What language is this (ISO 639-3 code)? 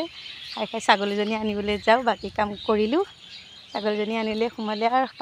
asm